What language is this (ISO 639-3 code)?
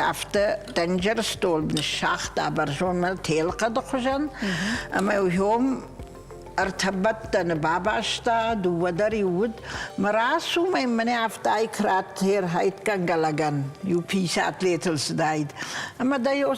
oss